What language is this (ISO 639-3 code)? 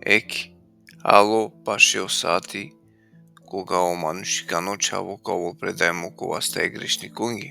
rmn